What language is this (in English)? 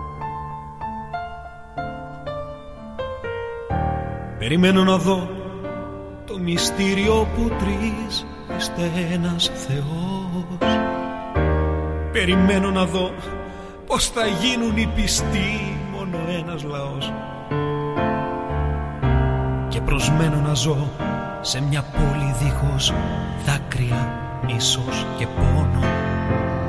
Greek